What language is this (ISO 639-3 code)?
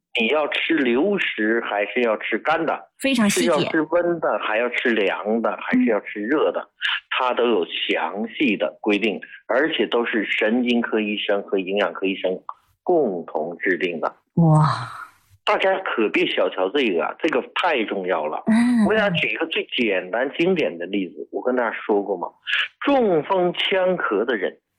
zho